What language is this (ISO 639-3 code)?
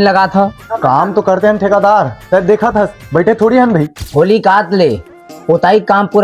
hne